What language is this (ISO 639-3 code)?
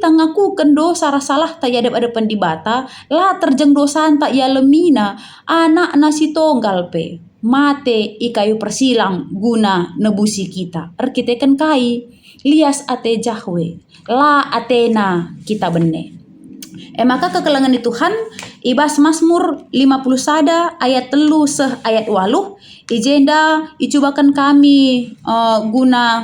btx